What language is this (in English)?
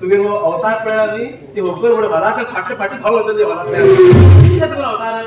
Konkani